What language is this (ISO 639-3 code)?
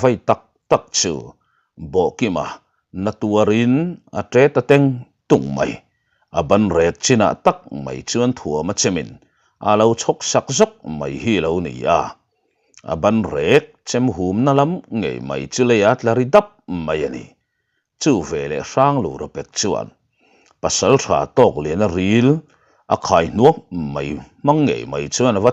lus